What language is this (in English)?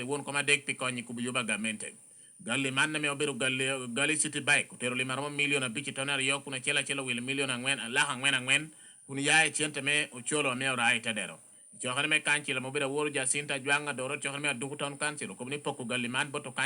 Lango (Uganda)